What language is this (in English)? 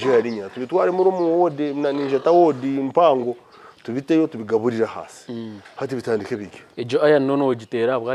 Nyankole